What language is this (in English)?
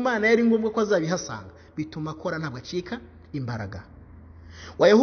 Kinyarwanda